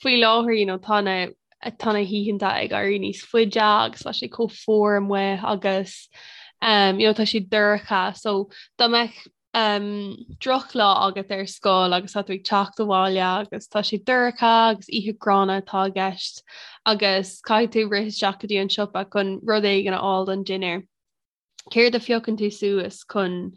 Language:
Irish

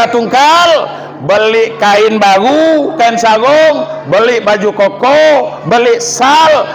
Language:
Minangkabau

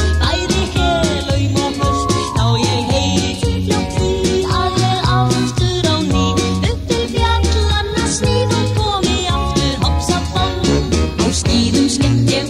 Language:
Icelandic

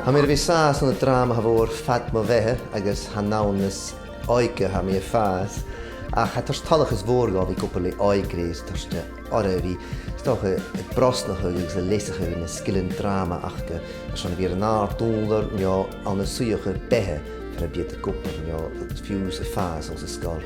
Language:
Scottish Gaelic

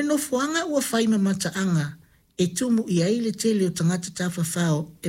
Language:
Samoan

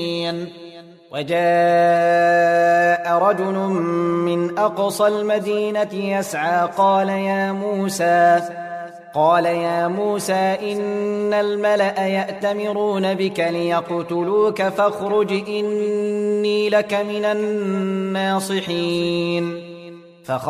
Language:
Arabic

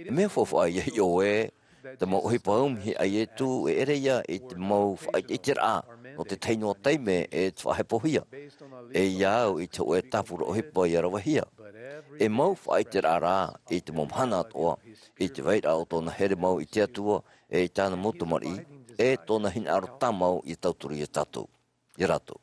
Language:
Tahitian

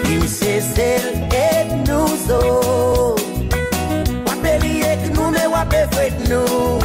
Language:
Seselwa Creole French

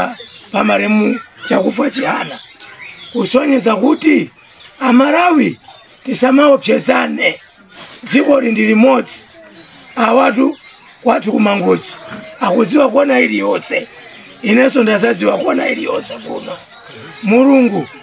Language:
Nyanja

